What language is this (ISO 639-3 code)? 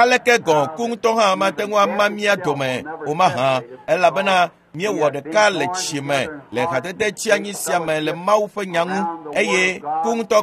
ewe